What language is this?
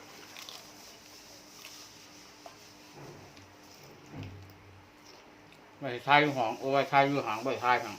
Lao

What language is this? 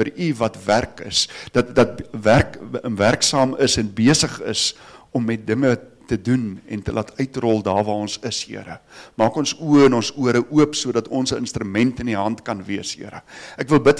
Afrikaans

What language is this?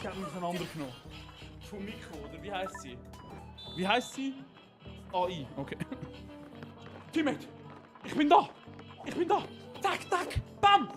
Swiss German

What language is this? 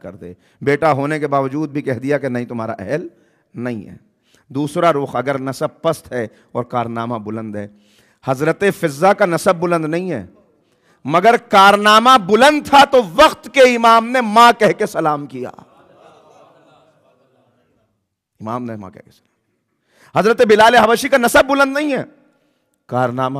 Urdu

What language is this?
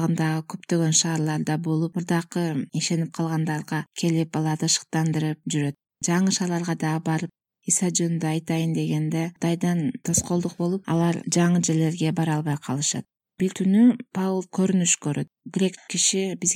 Kyrgyz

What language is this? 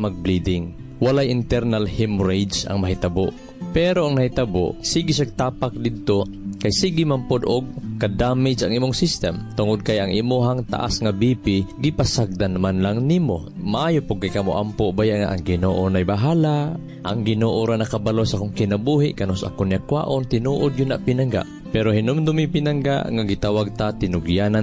Cebuano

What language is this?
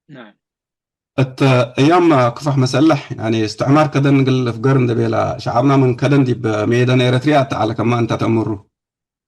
Tigre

